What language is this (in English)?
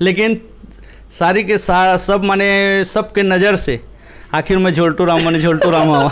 Chhattisgarhi